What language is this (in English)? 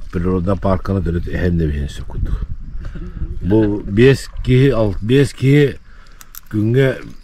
Yakut